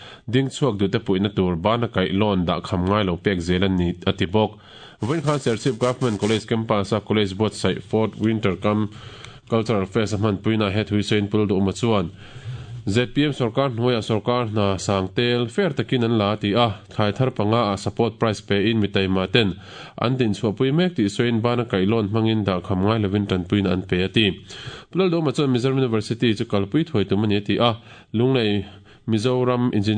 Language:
Mizo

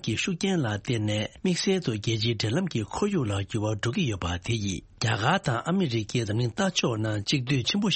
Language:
Tibetan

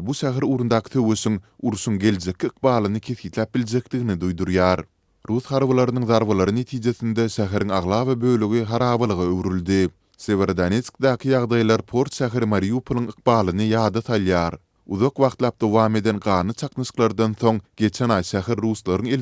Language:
Turkmen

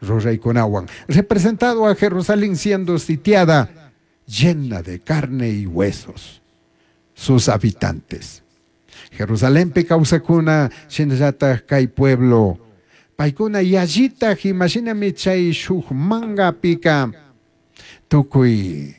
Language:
Chimborazo Highland Quichua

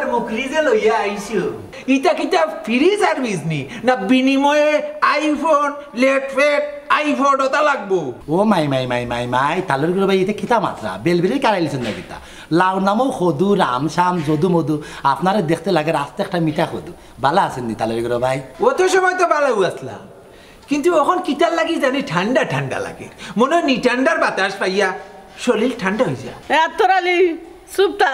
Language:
Sylheti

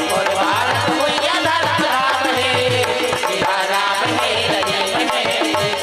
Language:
Chhattisgarhi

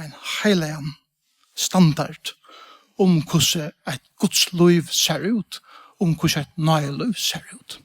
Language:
Faroese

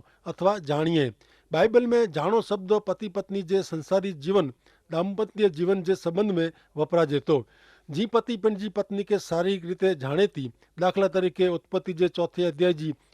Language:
Kachhi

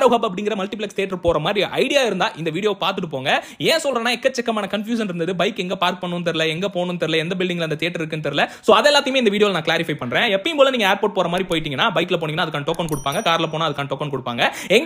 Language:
Tamil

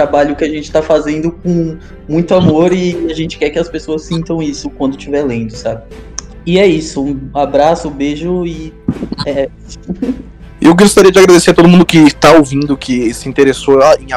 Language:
Portuguese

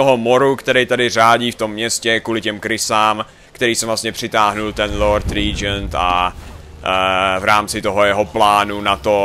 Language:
Czech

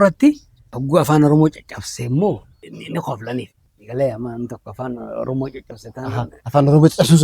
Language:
Oromo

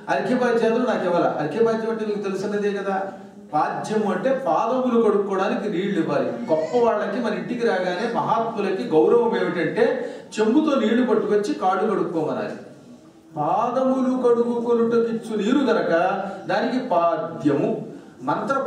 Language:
Telugu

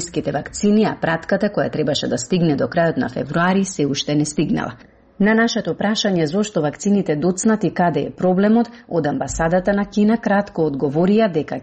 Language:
Macedonian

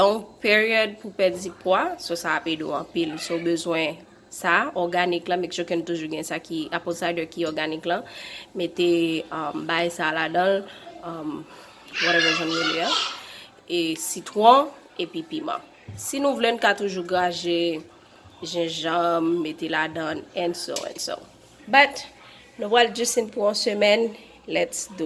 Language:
Haitian Creole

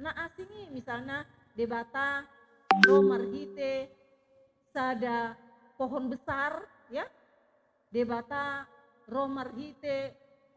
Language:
Batak Toba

